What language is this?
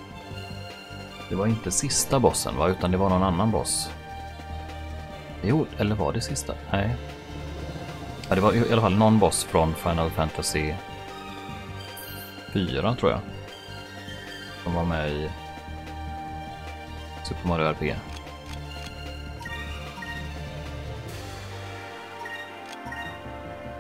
Swedish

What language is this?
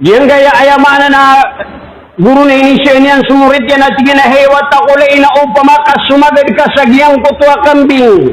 Maranao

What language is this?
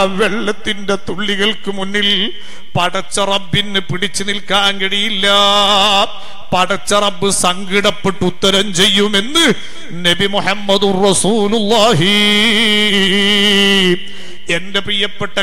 Malayalam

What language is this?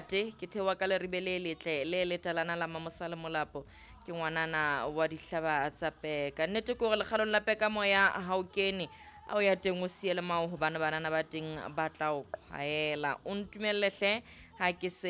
Southern Sotho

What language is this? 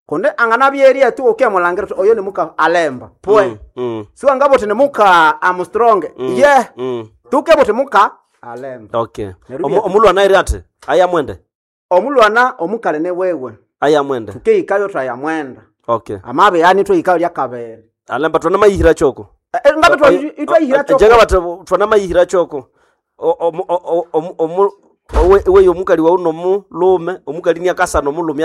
Nande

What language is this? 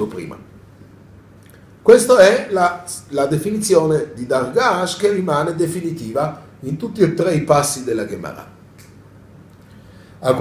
Italian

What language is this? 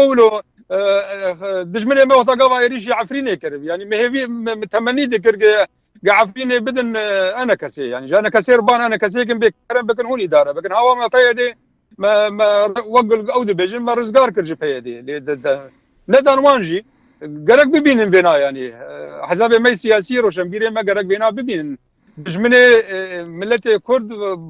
Kurdish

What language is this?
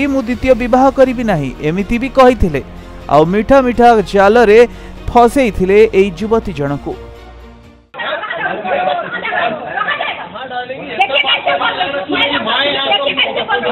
Odia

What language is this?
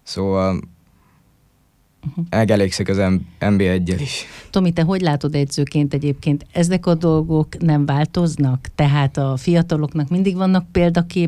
Hungarian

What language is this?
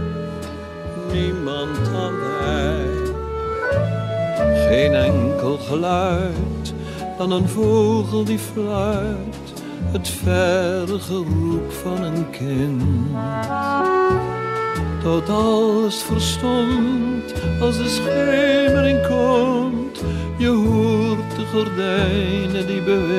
Dutch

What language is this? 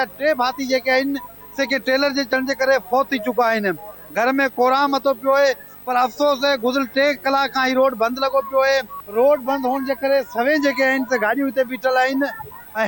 Sindhi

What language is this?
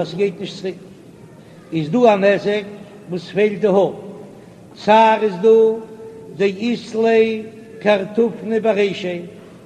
Yiddish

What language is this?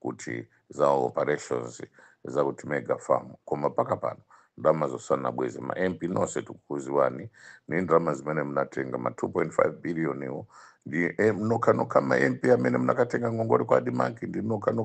Nyanja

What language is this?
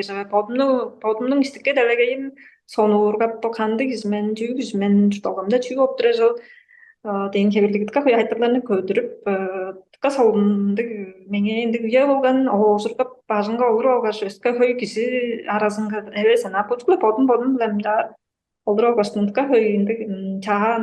Tuvinian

